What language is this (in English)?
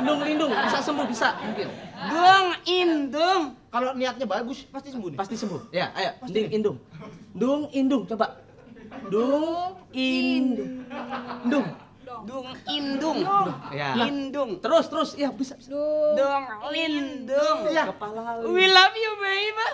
Betawi